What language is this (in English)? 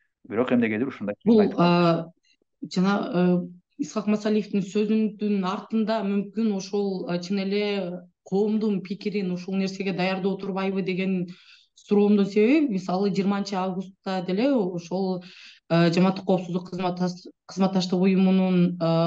Kyrgyz